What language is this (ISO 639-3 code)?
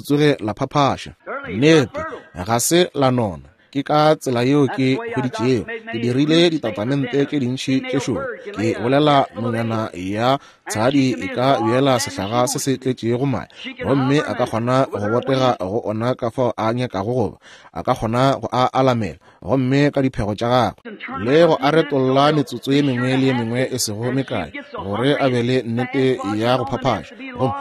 nso